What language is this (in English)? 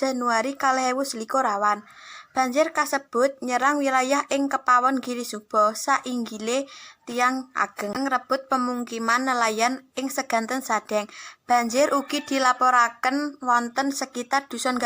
Javanese